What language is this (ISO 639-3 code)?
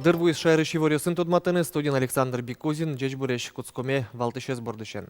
udm